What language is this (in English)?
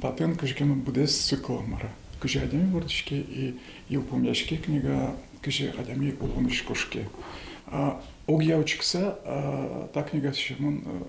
Udmurt